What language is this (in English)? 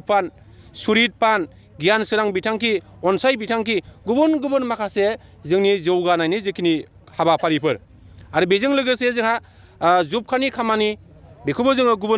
Bodo